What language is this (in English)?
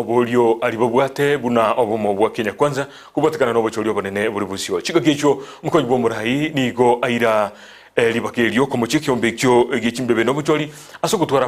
Gusii